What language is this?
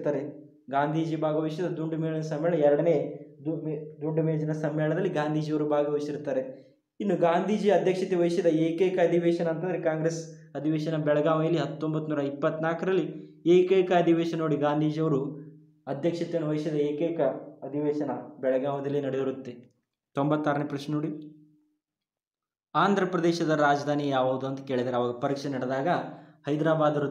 Kannada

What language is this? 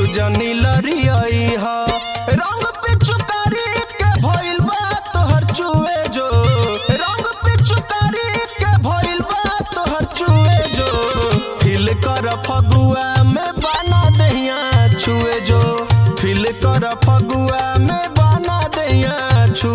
Bhojpuri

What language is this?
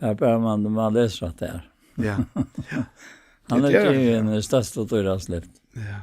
Faroese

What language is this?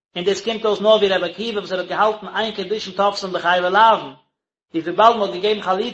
Yiddish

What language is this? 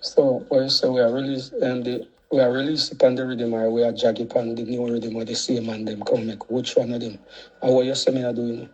Jamaican Creole English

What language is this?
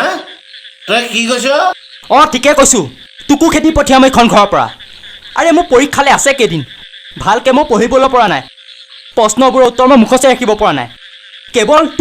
Assamese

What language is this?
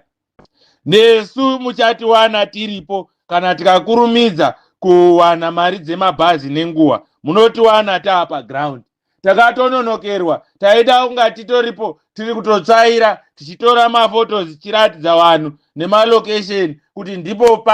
Shona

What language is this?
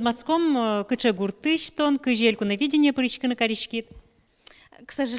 Udmurt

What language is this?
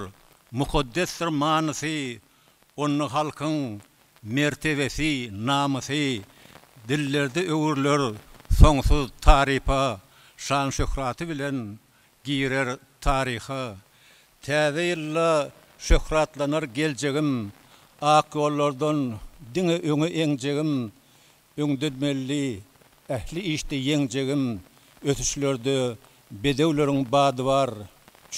Turkmen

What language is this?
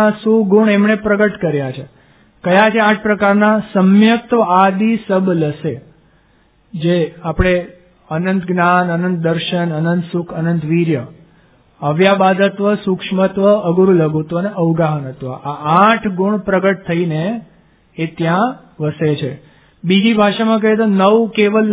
Gujarati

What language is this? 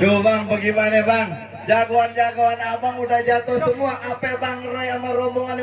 Betawi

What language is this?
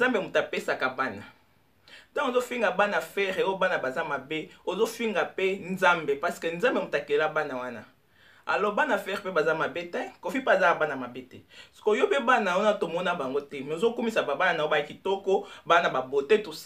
Lingala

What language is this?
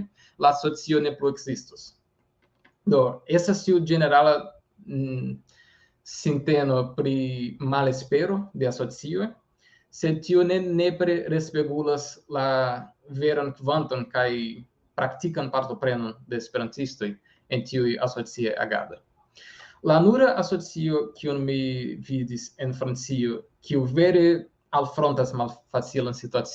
Esperanto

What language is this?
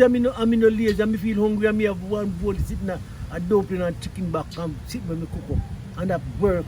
Jamaican Creole English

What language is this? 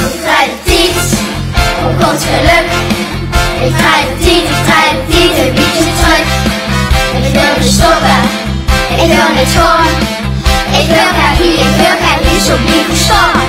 Limburgish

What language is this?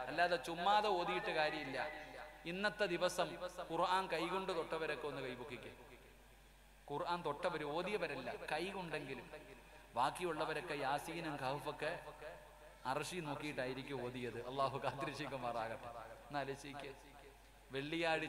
Malayalam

